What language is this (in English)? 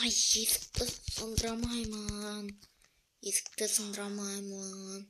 Kazakh